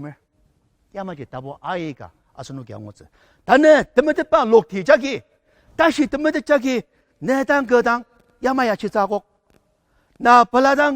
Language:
Ao Naga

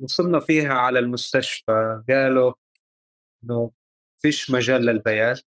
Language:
North Levantine Arabic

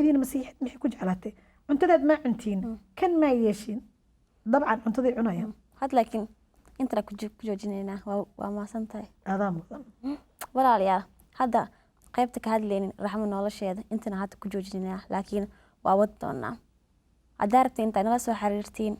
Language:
Somali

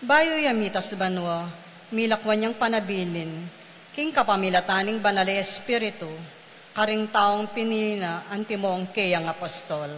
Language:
Pampanga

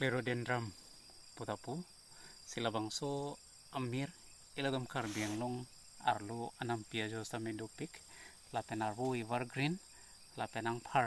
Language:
Karbi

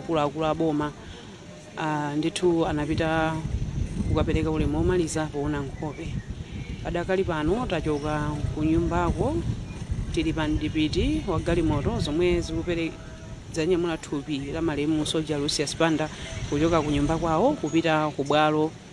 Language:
Nyanja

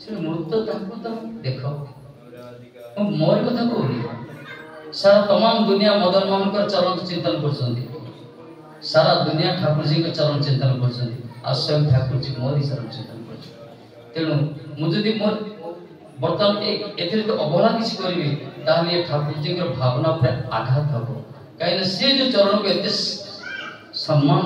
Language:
Odia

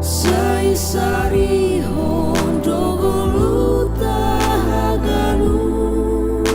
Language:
Batak Simalungun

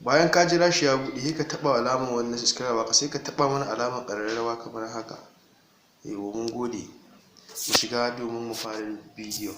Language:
Hausa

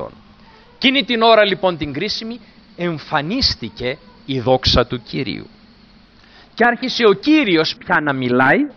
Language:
Greek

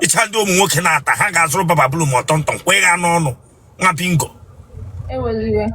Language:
Igbo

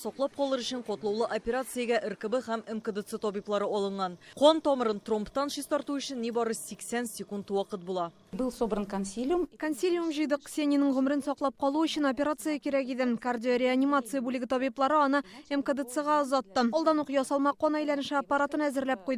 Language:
Tatar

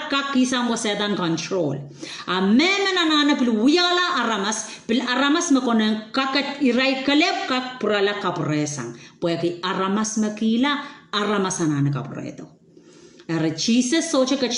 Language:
Pohnpeian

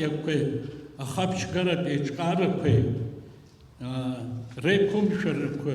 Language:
Abkhazian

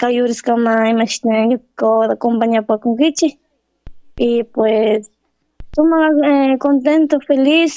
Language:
Chimborazo Highland Quichua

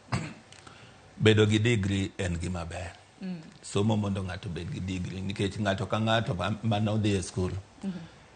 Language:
Luo (Kenya and Tanzania)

